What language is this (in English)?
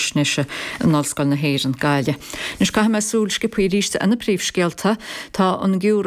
Irish